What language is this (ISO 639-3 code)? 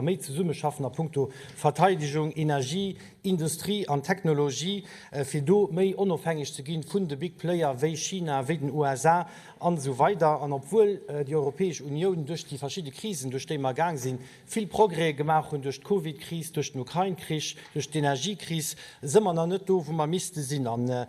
ltz